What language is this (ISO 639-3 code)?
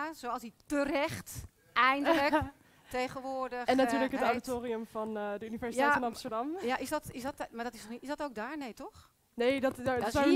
nld